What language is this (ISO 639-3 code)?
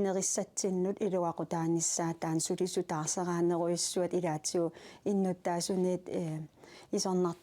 kal